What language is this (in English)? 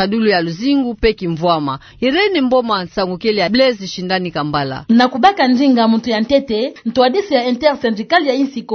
Kituba (Democratic Republic of Congo)